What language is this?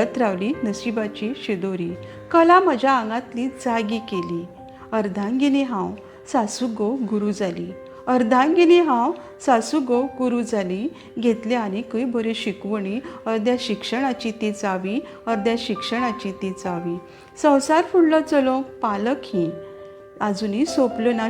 Konkani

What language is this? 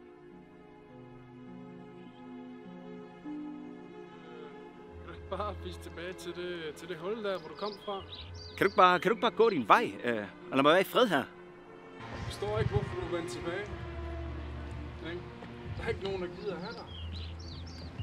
Danish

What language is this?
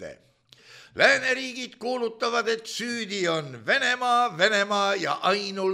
Estonian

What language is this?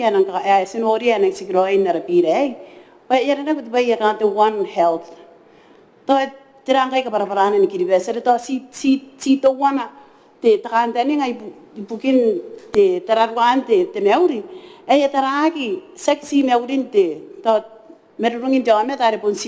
Gilbertese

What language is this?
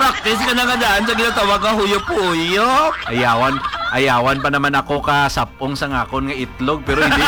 Hiligaynon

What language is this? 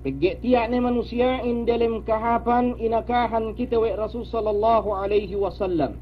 Yakan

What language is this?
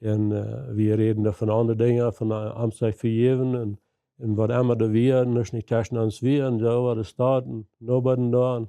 Plautdietsch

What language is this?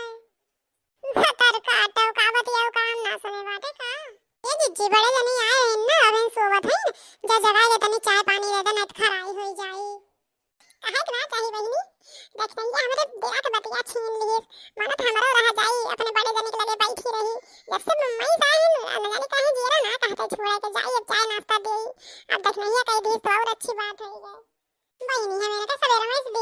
Awadhi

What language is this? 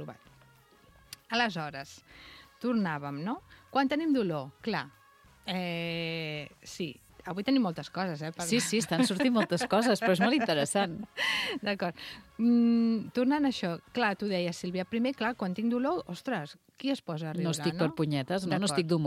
Catalan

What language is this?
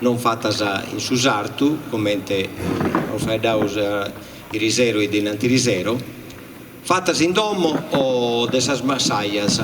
Sardinian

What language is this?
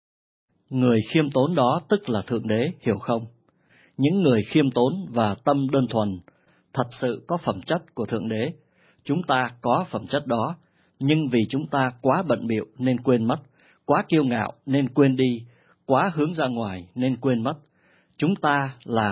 Vietnamese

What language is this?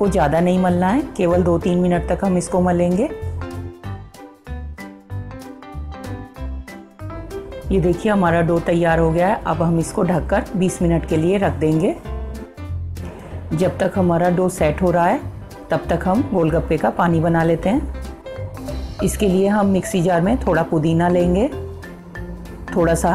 Hindi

